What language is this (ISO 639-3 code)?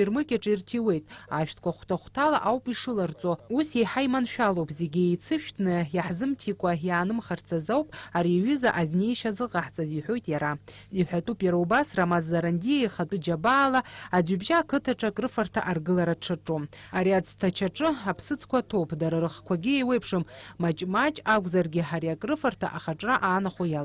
abk